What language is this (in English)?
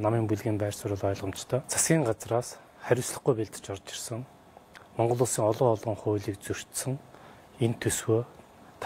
Mongolian